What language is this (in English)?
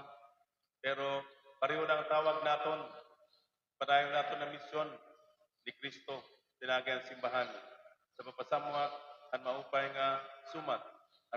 Waray